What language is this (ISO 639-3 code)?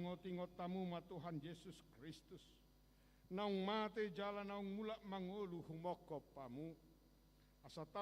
bbc